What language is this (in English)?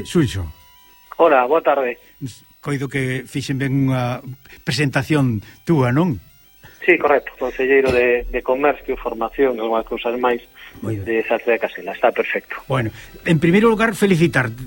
Galician